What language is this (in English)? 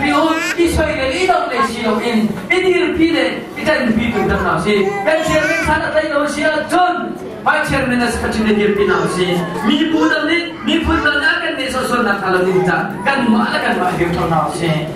Hakha Chin